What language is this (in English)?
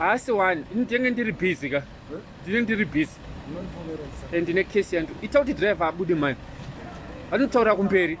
Shona